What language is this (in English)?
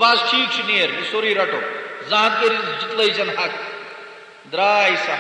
Kashmiri